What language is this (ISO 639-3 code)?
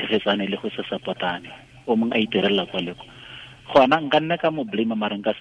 tsn